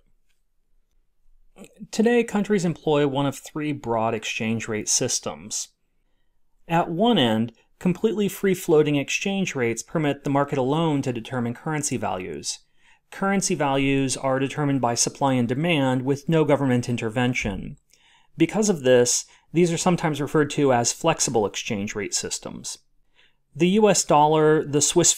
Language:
English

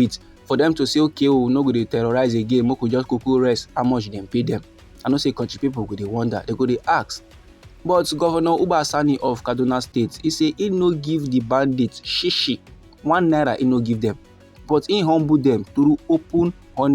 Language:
Nigerian Pidgin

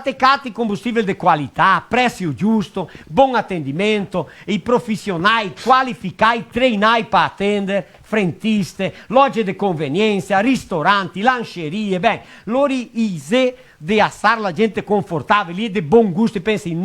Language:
Venetian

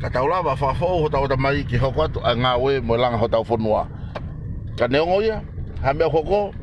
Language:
Tongan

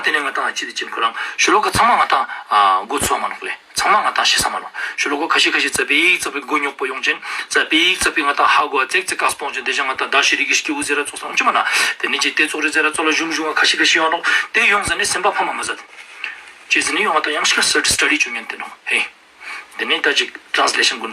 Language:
Ladakhi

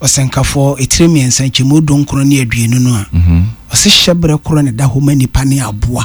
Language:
Akan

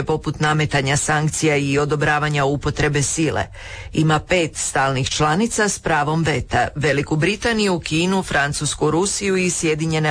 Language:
Croatian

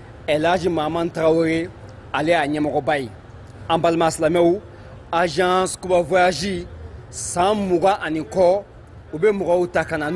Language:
Bambara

